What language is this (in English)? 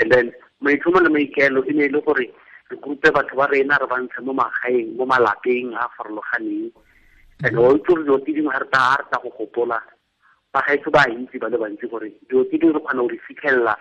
Tswana